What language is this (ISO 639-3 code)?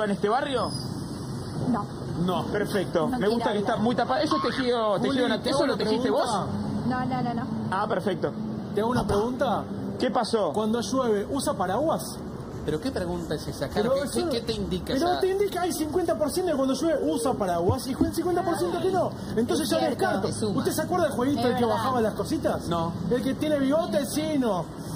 spa